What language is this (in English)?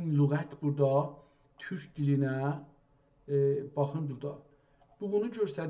South Azerbaijani